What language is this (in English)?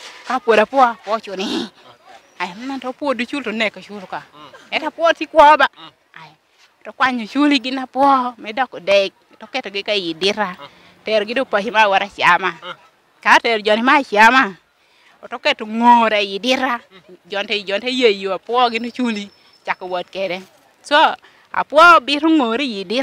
Lango (Uganda)